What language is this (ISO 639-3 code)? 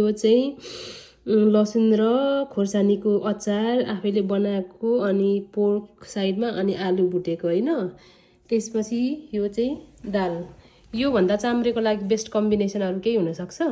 nep